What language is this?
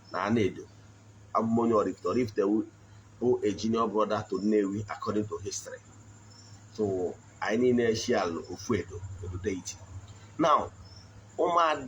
Igbo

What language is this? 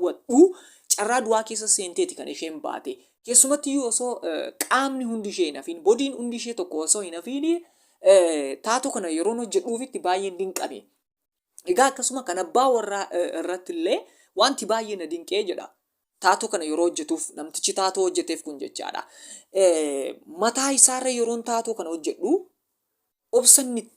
Oromo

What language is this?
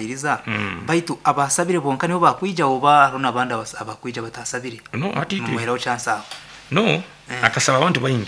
Nyoro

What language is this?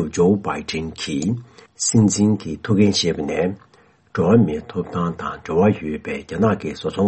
Tibetan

